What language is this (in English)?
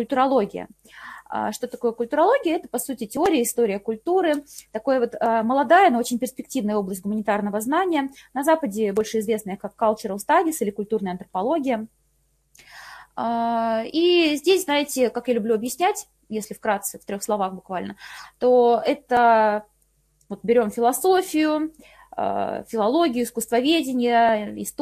Russian